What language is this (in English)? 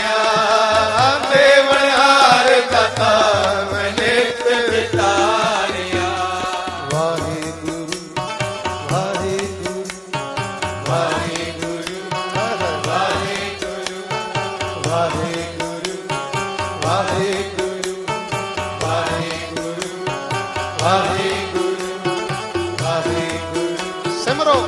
Punjabi